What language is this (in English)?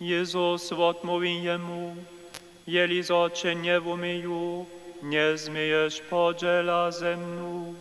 Upper Sorbian